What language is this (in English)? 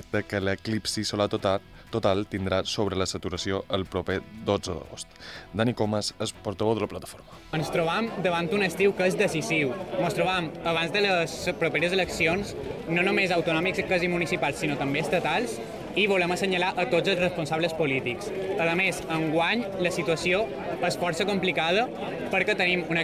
Catalan